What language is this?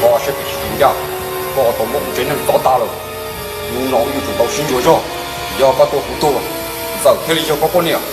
Hmong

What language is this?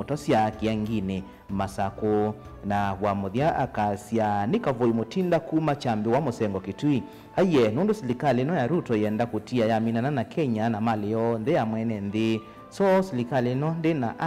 Kamba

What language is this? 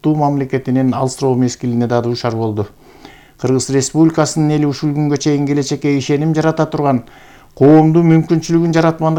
Kyrgyz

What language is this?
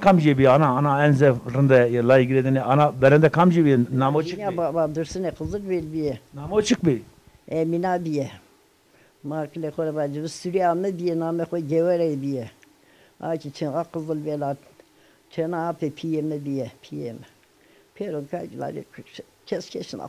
Zaza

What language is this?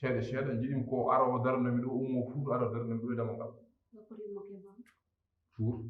Fula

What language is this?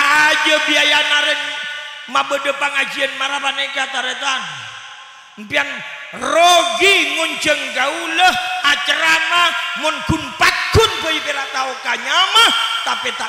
Madurese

